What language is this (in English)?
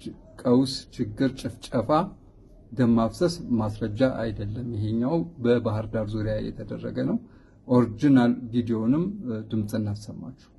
Amharic